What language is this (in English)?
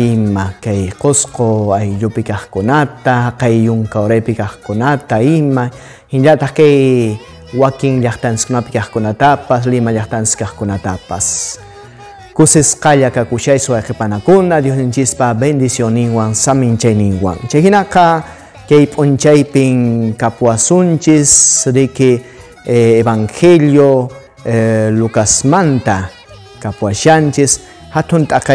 Quechua